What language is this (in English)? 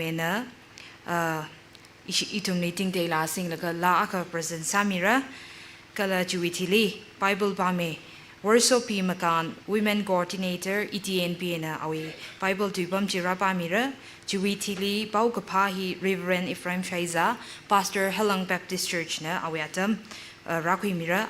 Tangkhul Naga (India)